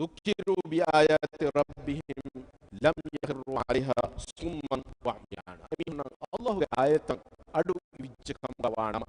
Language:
Divehi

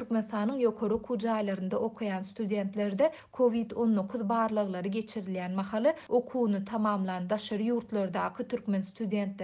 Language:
Turkmen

